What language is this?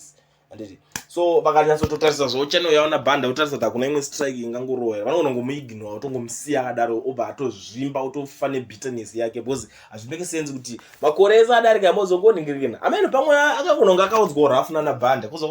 Shona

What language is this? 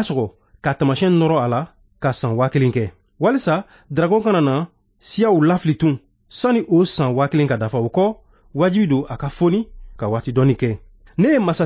Bambara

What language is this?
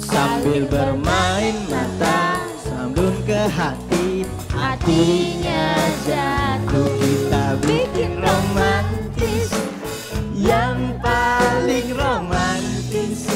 Musi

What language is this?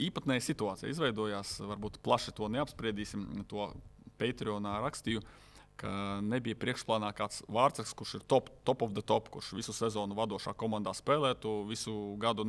Latvian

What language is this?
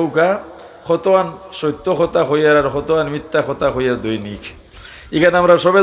Sylheti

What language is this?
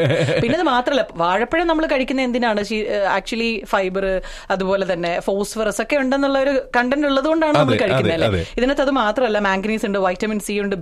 Malayalam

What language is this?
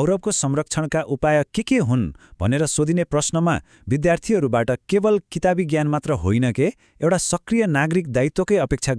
Nepali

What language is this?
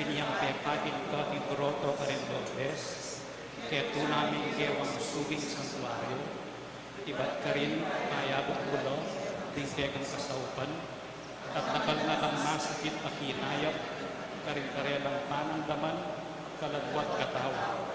Pampanga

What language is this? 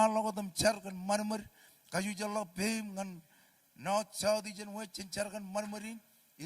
Marshallese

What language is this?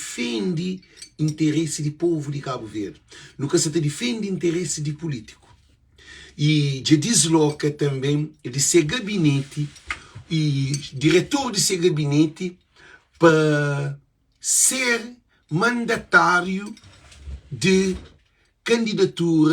Kabuverdianu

